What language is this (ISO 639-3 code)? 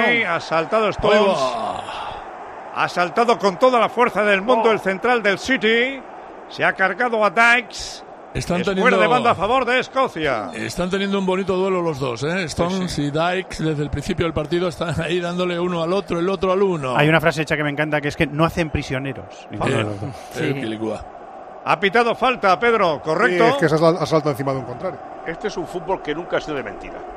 spa